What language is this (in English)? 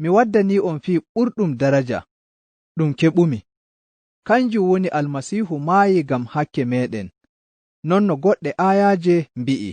Nigerian Fulfulde